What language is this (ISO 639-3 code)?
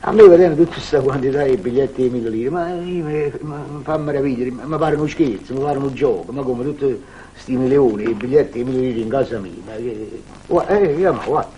nap